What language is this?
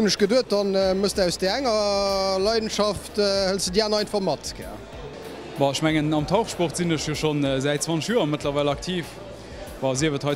Luxembourgish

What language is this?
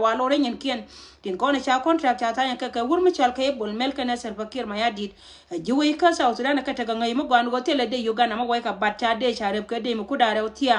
Nuer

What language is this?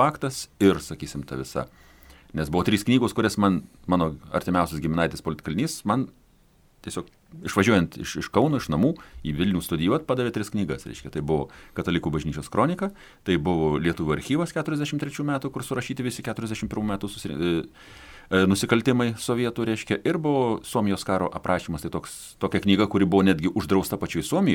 Lithuanian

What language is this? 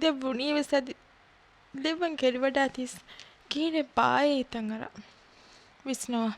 Divehi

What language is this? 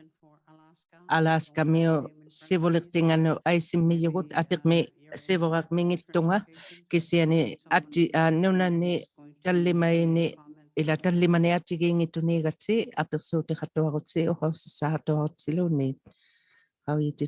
Inuktitut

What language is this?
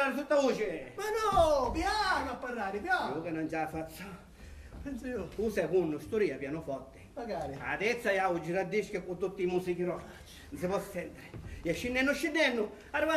Sicilian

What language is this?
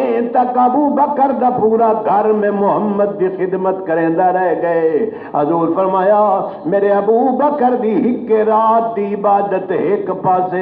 Saraiki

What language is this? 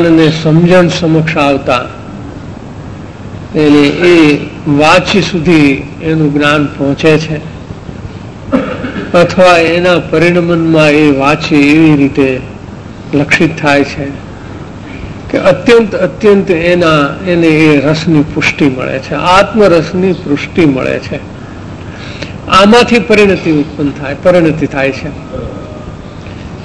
Gujarati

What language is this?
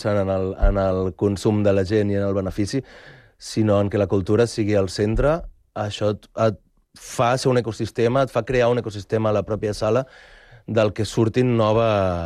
Catalan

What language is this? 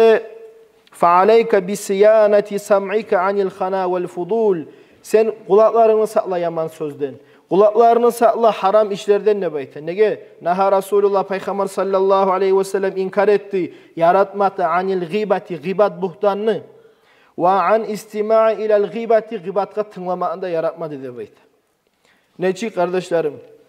Kumyk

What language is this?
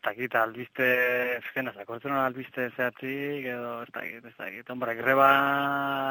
Basque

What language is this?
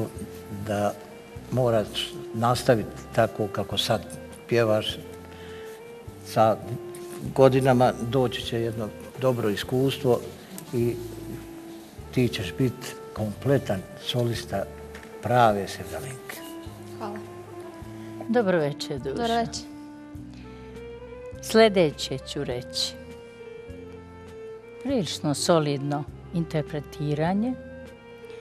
Bosnian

